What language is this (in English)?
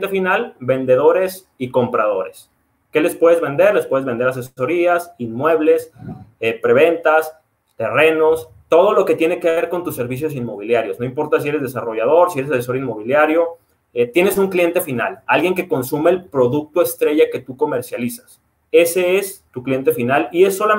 Spanish